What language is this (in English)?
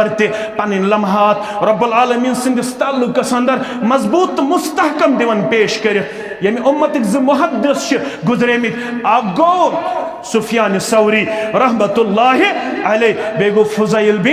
Kashmiri